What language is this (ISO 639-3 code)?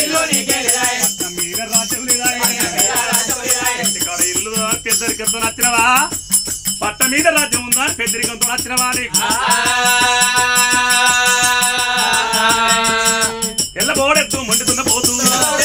tel